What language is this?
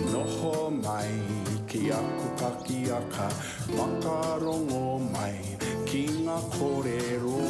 Māori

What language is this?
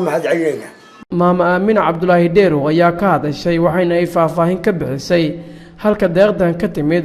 Somali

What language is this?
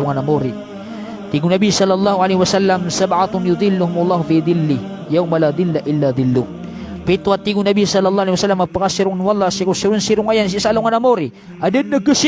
Maranao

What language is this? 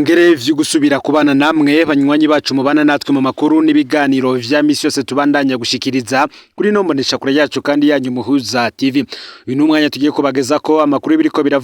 Rundi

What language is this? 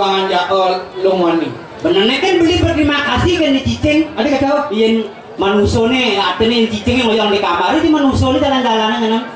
Balinese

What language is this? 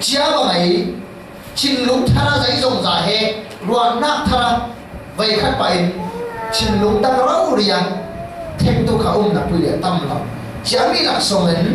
Falam Chin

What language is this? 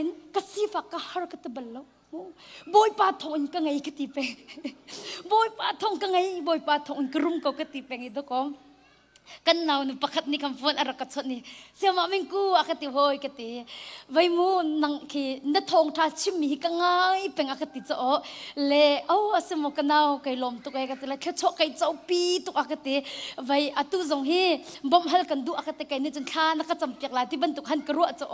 Hakha Chin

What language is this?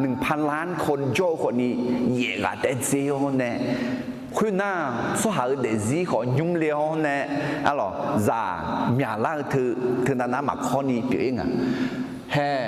Akha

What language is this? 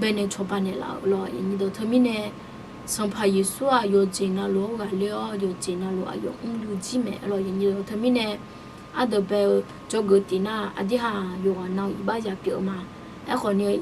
Akha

